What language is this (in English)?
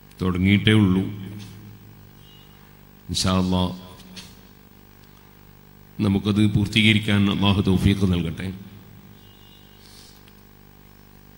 Malayalam